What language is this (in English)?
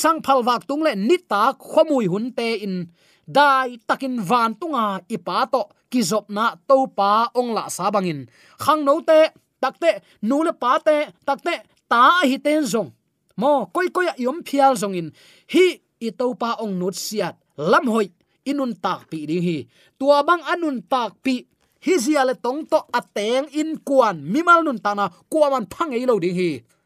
Tedim Chin